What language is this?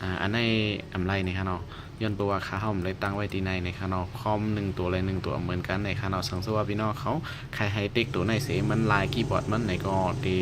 Shan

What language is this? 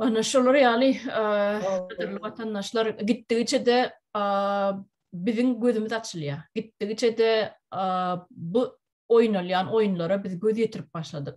Turkmen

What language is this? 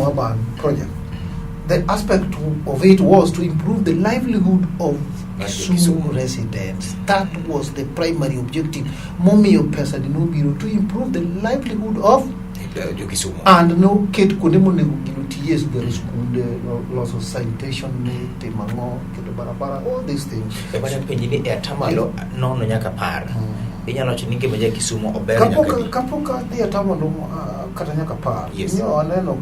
Luo (Kenya and Tanzania)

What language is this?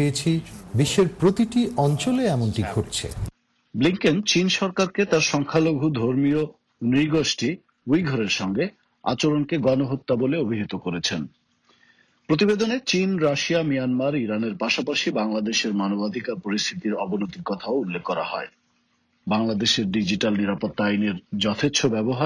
Bangla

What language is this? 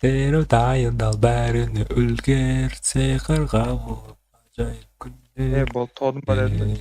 Kara-Kalpak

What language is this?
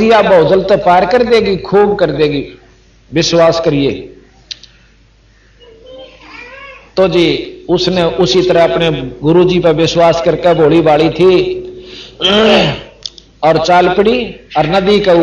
Hindi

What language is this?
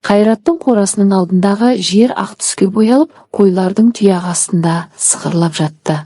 Kazakh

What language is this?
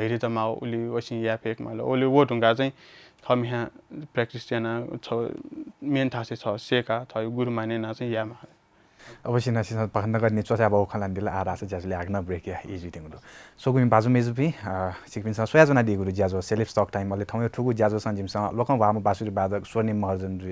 Newari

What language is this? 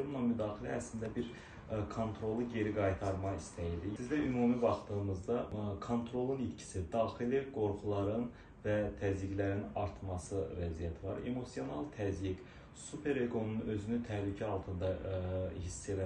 Azerbaijani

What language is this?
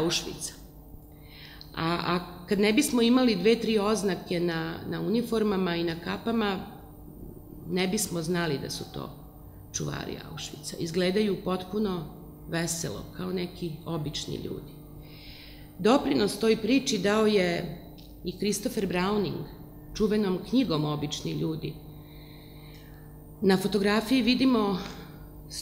Serbian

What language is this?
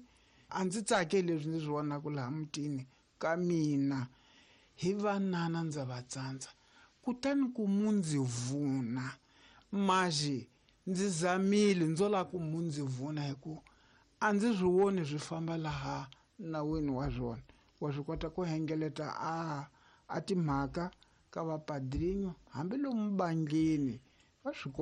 Tsonga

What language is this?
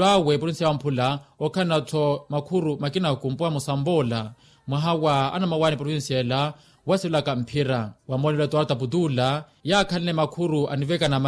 Makhuwa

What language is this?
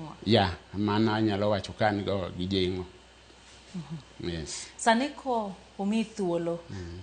Luo (Kenya and Tanzania)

